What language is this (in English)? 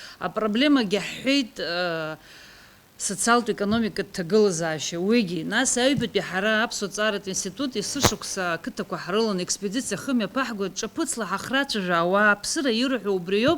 Abkhazian